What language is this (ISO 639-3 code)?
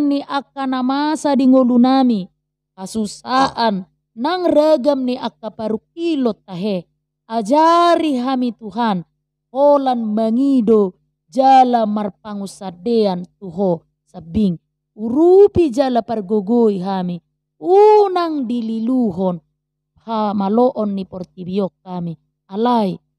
bbc